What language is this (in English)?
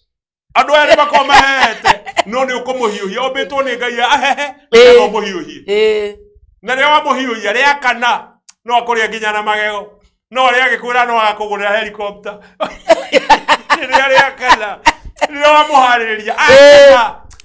Kikuyu